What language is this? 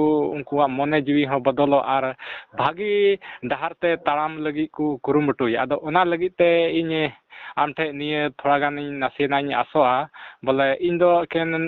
Santali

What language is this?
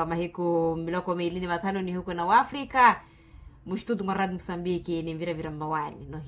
Makhuwa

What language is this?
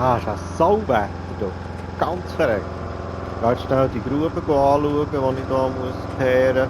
Swiss German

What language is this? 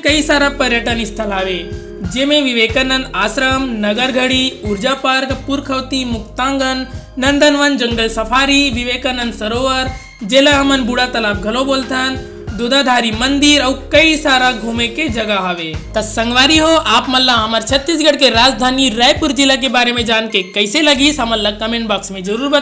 Chhattisgarhi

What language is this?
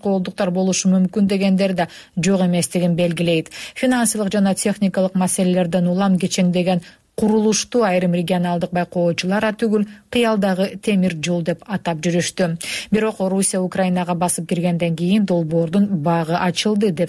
Kyrgyz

